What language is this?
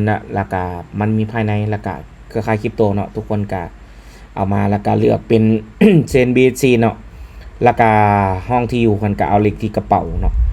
Lao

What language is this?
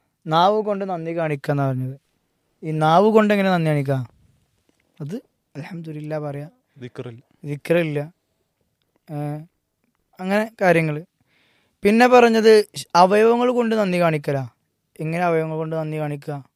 Malayalam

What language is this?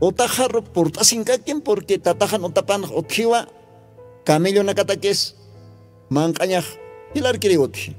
Aymara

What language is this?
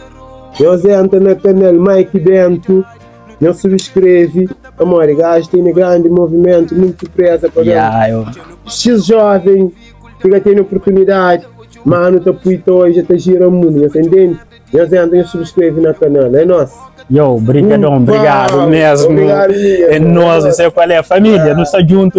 Kabuverdianu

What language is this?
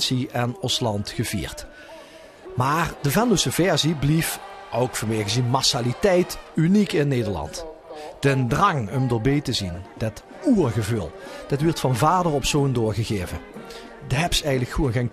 Limburgish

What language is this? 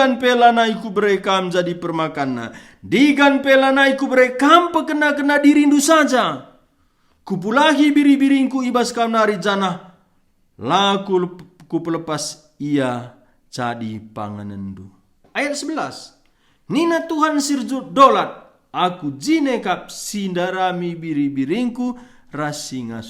Batak Karo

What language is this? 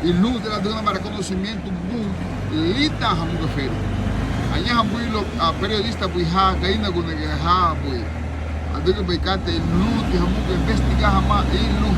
Garifuna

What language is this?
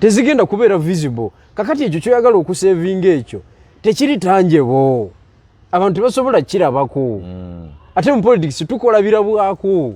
Ganda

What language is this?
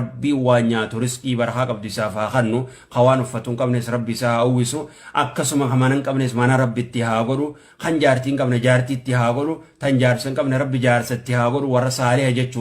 Oromo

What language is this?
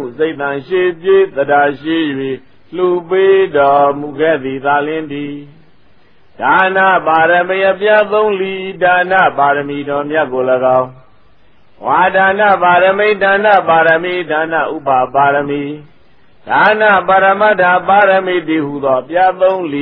Burmese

